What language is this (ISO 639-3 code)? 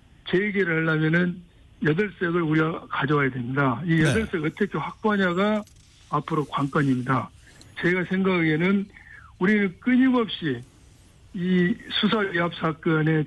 kor